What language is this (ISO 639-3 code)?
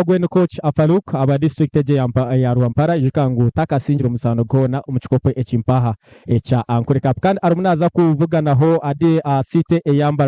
nyn